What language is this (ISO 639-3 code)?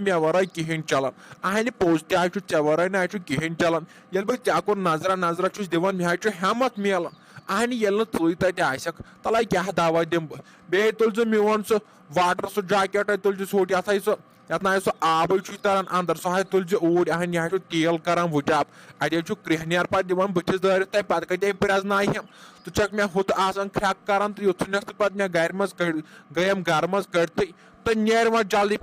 kas